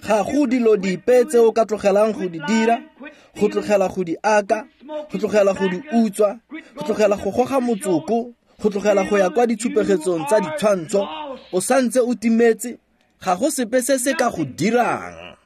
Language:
Tswana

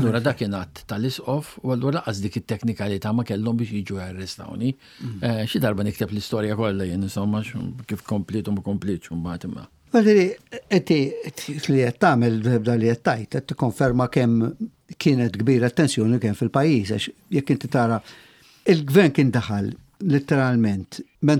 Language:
Maltese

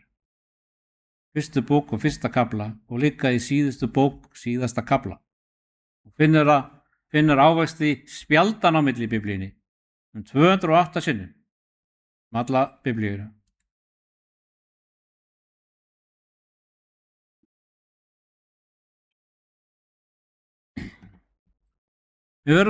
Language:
Icelandic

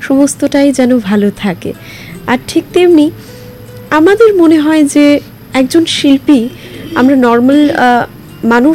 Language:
Bangla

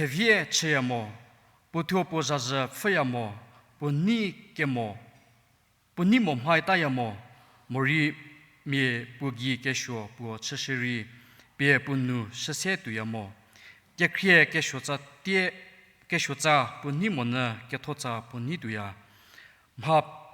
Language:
Angami Naga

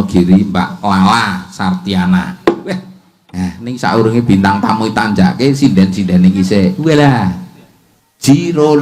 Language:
Javanese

